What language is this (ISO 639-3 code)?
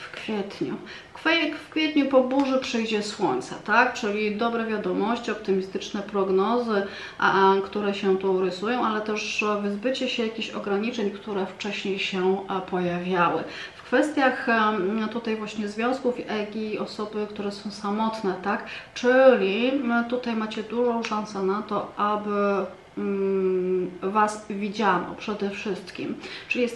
pol